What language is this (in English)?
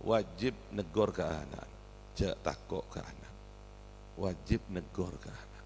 Madurese